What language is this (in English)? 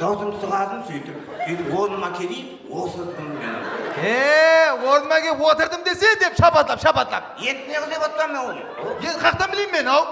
Kara-Kalpak